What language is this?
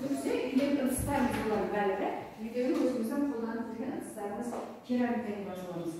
Kazakh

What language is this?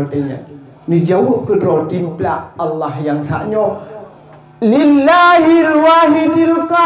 Achinese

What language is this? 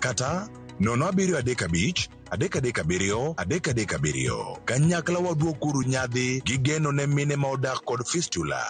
Luo (Kenya and Tanzania)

